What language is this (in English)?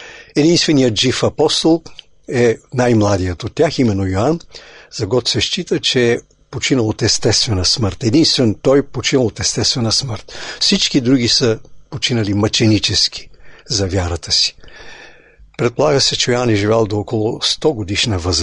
Bulgarian